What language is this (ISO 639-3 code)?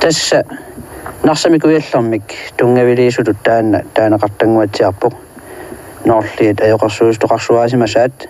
kal